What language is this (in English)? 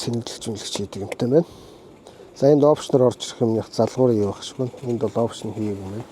Mongolian